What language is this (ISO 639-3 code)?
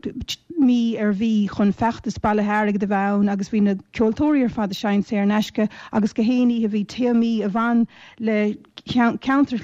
gle